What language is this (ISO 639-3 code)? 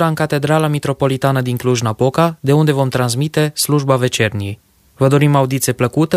ron